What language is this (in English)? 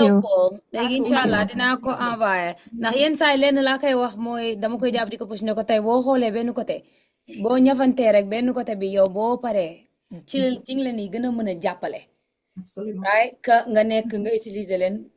Wolof